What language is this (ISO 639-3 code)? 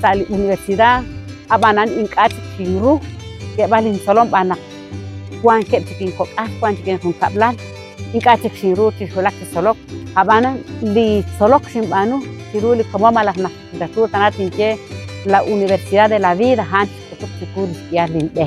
kek